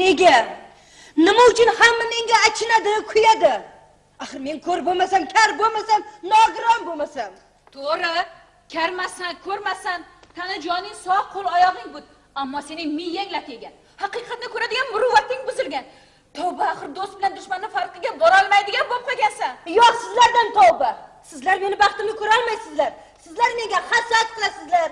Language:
Uzbek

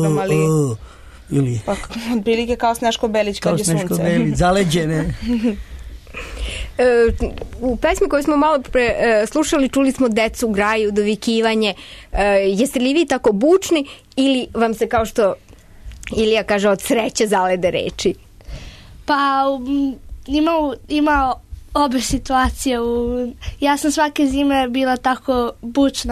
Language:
Serbian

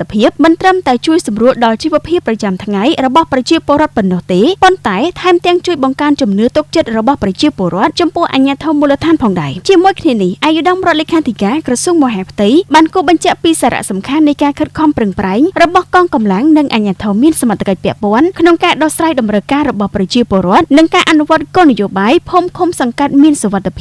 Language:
Khmer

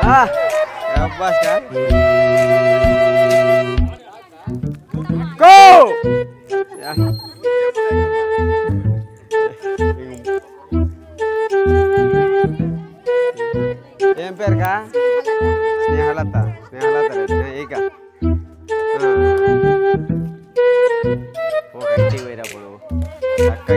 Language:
Telugu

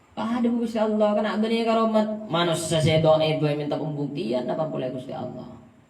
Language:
Madurese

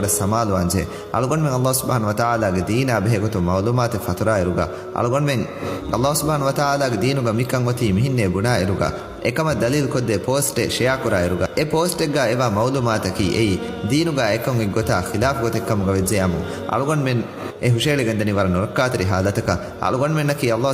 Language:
Divehi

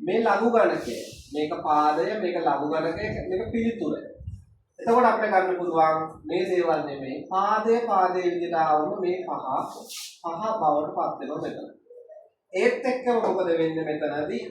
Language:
Sinhala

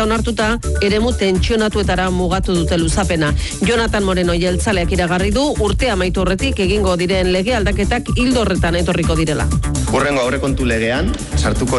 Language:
Basque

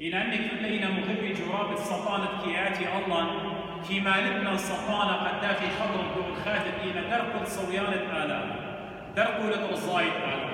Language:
Assyrian Neo-Aramaic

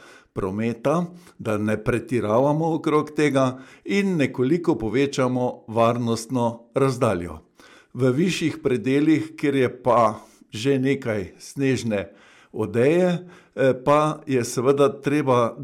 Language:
Slovenian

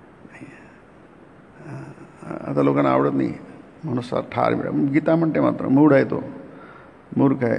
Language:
Marathi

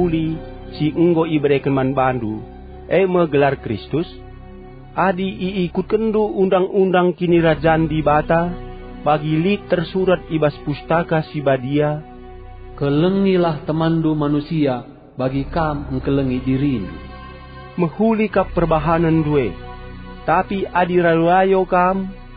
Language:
Batak Karo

